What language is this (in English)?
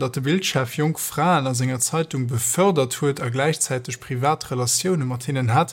Luxembourgish